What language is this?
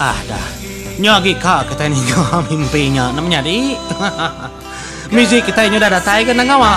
Iban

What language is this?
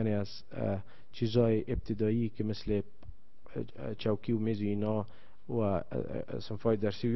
Persian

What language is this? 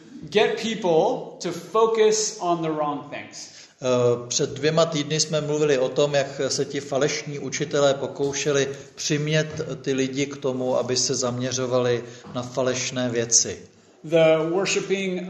Czech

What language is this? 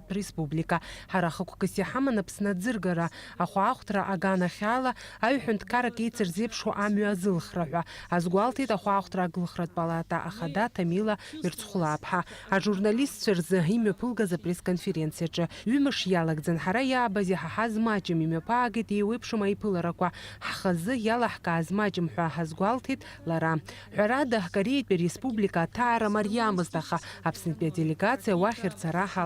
Abkhazian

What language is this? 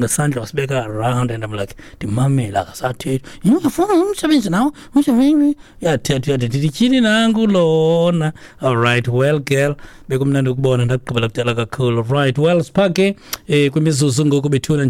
Xhosa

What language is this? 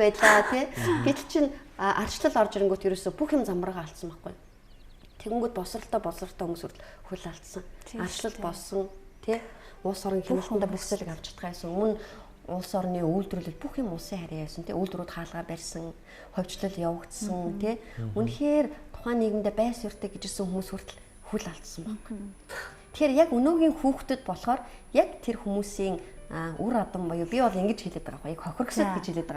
Mongolian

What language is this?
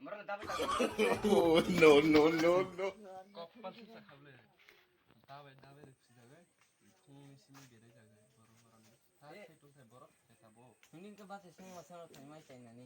Kok Borok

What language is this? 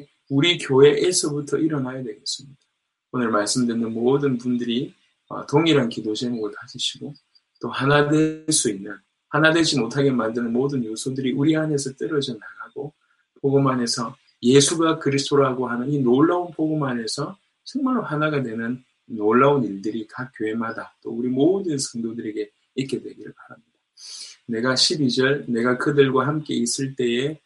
Korean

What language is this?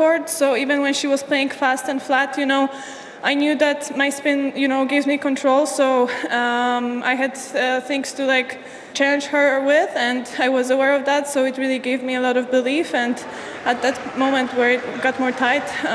English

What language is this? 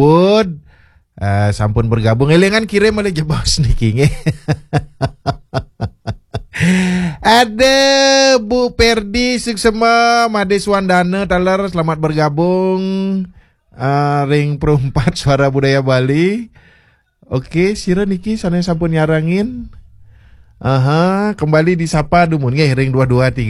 Balinese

